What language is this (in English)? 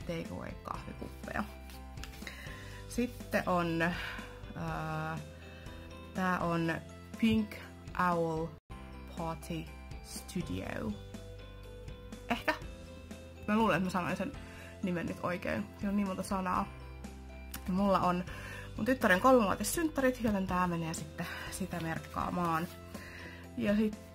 Finnish